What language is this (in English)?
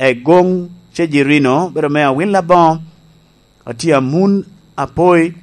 Lango (Uganda)